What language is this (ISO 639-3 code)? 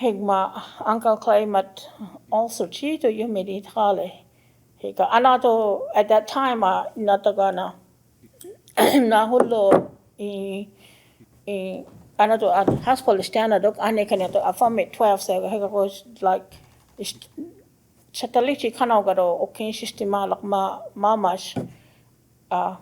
cho